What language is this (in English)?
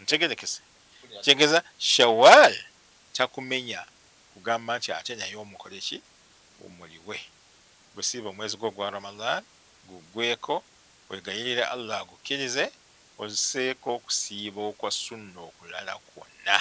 Ganda